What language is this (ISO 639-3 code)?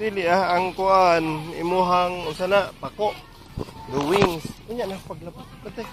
ceb